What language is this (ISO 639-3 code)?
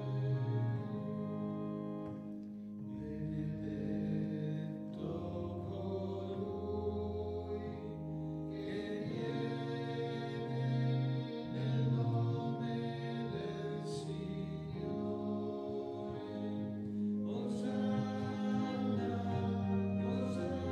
ita